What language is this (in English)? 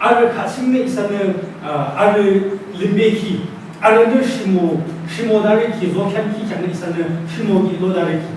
Yimchungru Naga